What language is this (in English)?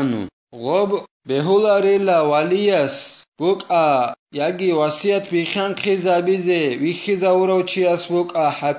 Avaric